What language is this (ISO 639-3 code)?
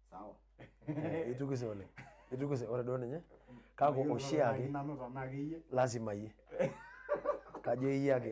mas